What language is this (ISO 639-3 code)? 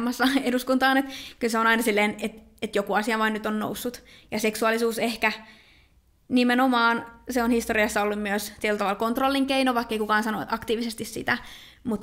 fin